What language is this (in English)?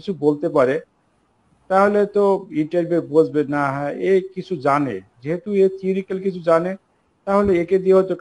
Bangla